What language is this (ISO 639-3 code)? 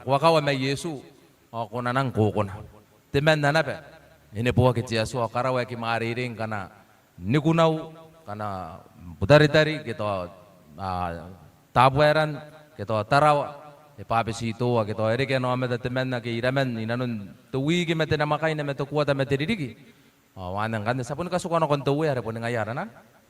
gil